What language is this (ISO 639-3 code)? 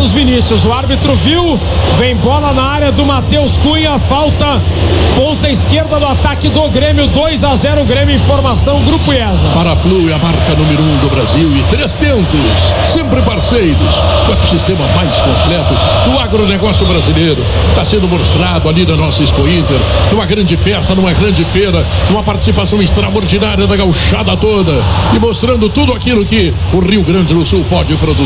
por